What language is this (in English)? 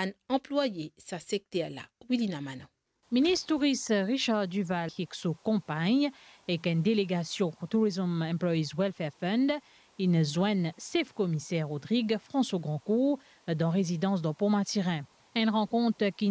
Morisyen